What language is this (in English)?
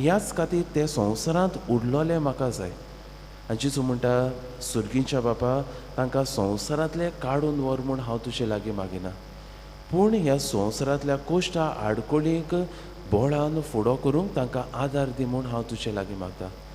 Konkani